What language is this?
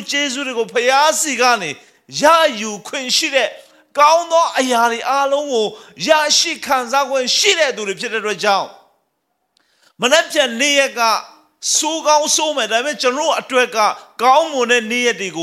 Burmese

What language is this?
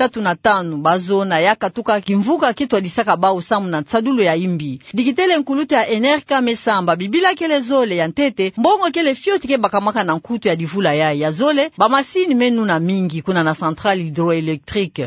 Kituba (Democratic Republic of Congo)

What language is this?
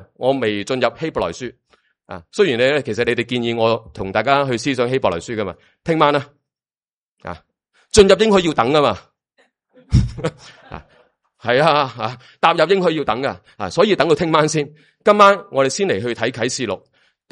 Cantonese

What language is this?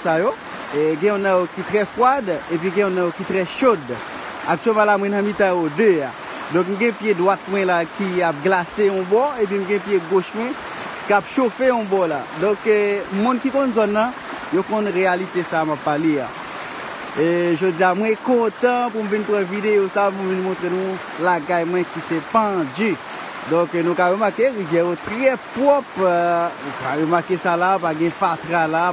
Haitian Creole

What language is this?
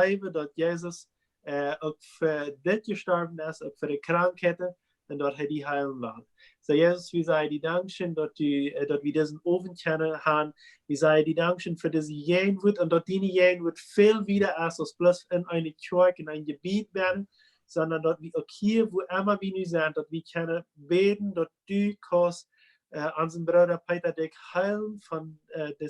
Plautdietsch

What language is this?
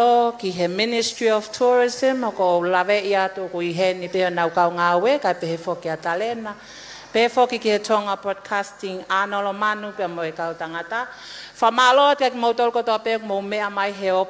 Tongan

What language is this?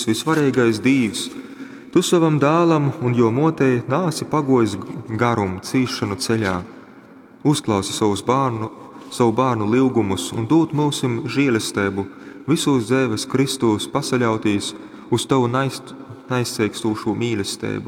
Latgalian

